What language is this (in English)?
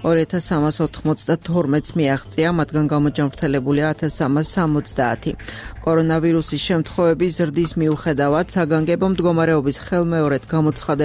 Georgian